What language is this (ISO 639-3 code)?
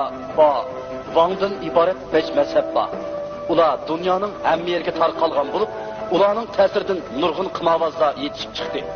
uig